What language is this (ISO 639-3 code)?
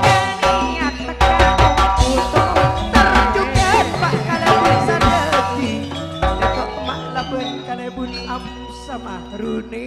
mad